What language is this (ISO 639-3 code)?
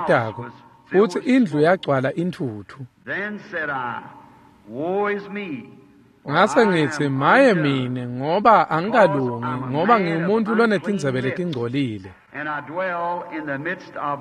ssw